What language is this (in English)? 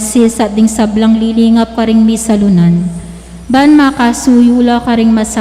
Pampanga